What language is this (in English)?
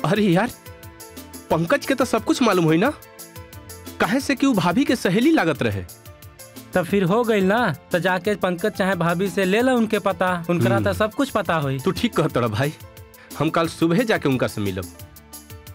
Bhojpuri